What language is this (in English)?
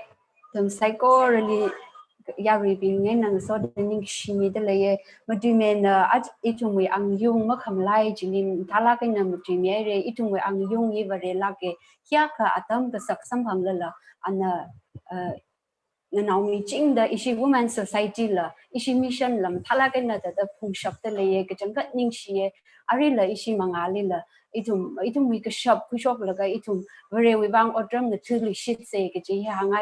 Tangkhul Naga (India)